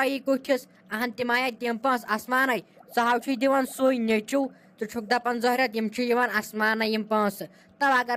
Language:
Kashmiri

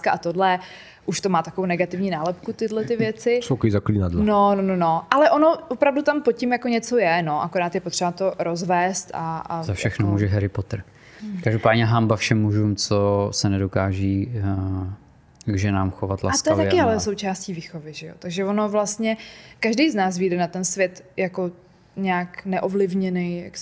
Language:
Czech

